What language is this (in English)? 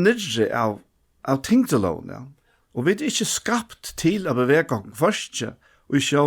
Faroese